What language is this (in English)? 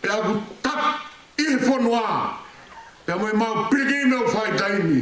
Tongan